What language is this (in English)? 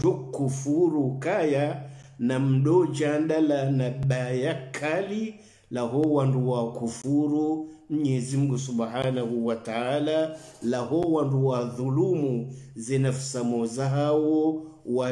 Swahili